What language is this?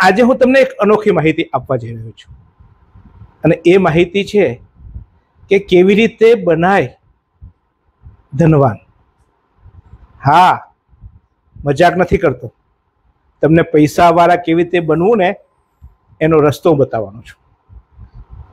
Gujarati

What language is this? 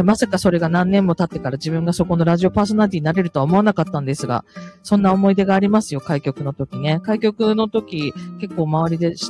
Japanese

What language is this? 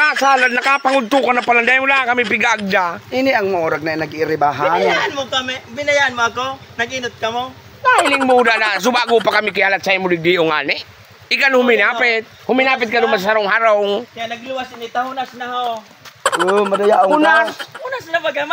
Bikol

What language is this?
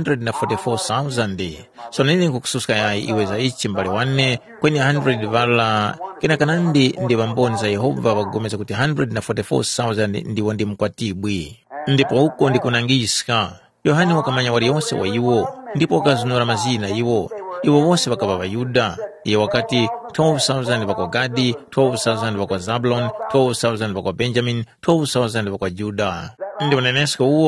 Tumbuka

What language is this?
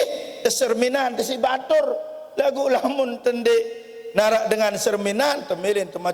Sasak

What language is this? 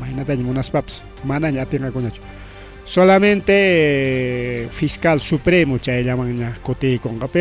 Ayacucho Quechua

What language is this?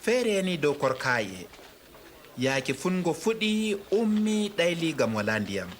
Adamawa Fulfulde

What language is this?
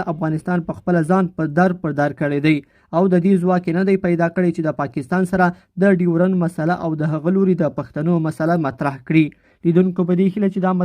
Pashto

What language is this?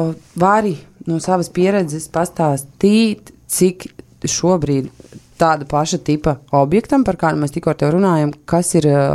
Latvian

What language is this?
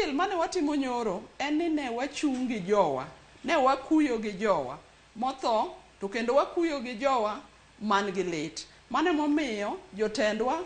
Luo (Kenya and Tanzania)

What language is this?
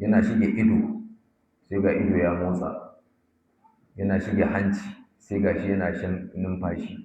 Hausa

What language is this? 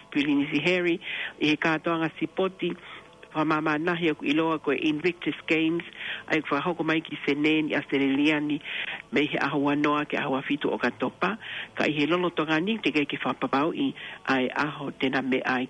Tongan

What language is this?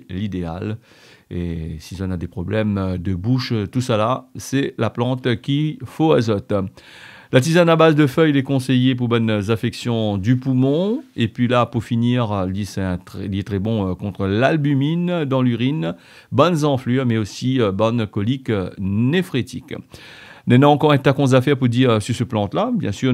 Réunion Creole French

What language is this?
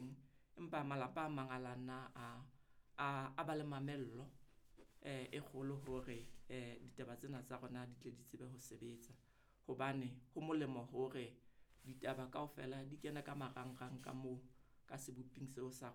Southern Sotho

